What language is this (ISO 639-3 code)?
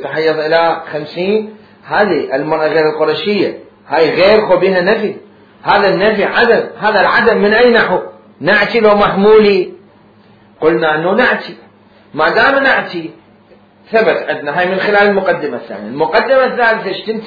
acm